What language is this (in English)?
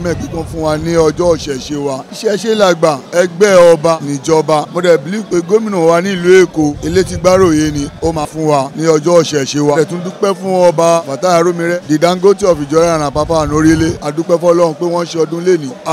Yoruba